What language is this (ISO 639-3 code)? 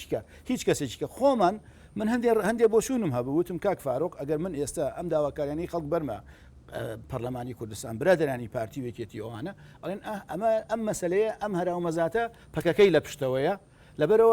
ckb